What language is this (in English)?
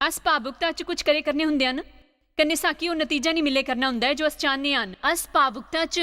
Dogri